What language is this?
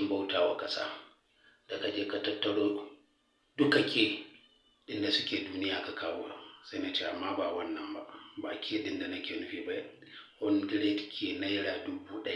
Hausa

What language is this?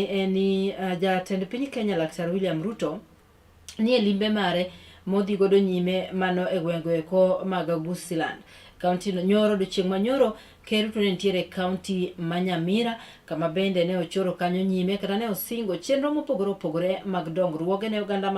Luo (Kenya and Tanzania)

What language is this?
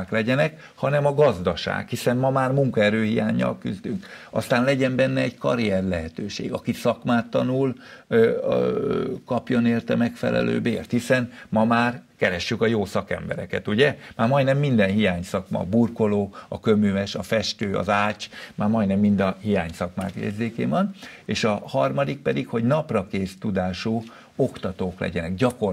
Hungarian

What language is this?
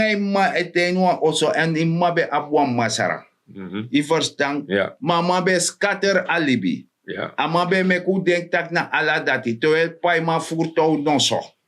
Sranan Tongo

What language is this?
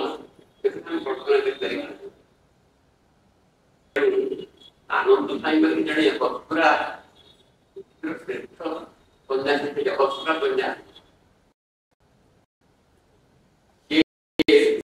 Odia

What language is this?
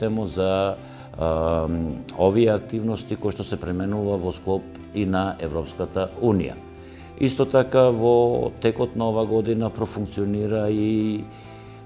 Macedonian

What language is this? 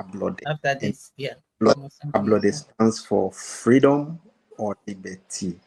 Ewe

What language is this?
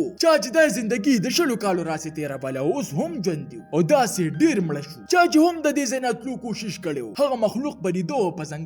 Pashto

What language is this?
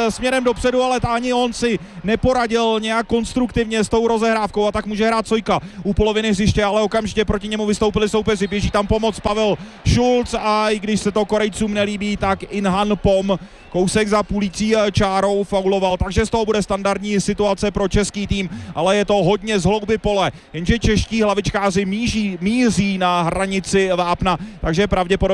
Czech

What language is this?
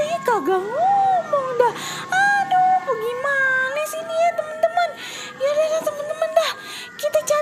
Betawi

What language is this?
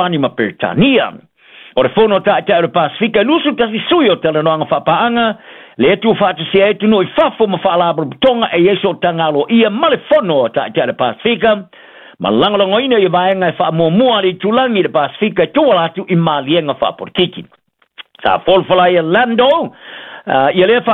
Samoan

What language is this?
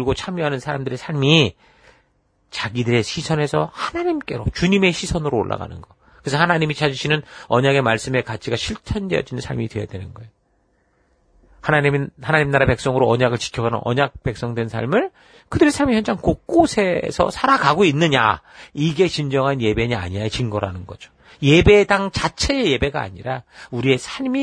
Korean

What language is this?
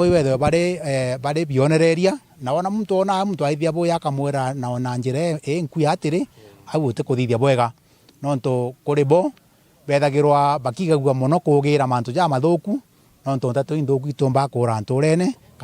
Meru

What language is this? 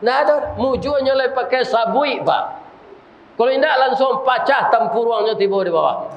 Minangkabau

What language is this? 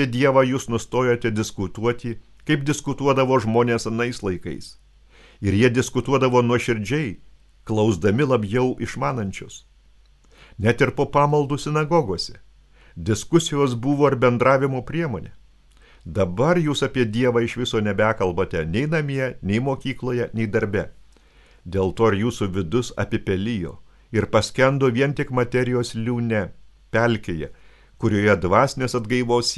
Lithuanian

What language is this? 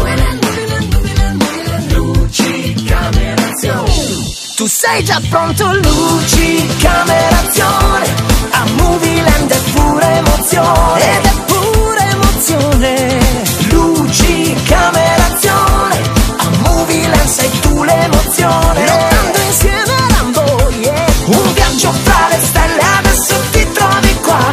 Italian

